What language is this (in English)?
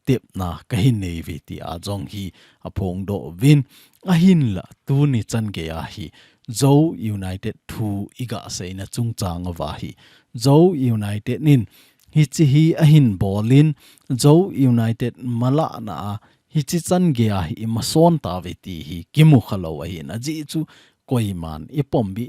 Thado Chin